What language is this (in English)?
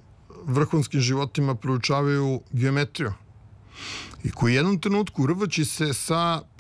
Serbian